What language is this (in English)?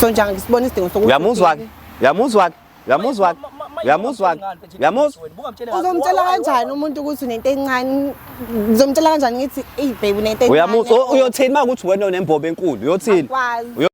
Zulu